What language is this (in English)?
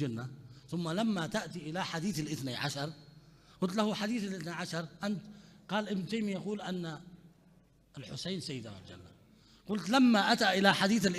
Mesopotamian Arabic